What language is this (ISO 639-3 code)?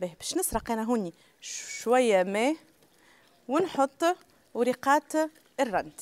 aeb